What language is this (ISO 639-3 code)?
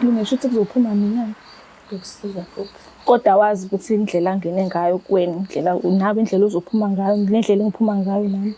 zul